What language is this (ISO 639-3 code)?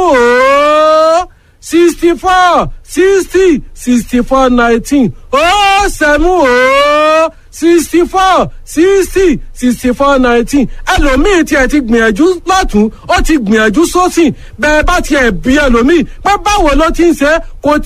yor